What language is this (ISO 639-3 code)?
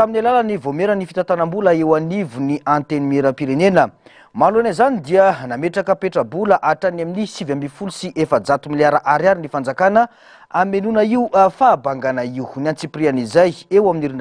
mlg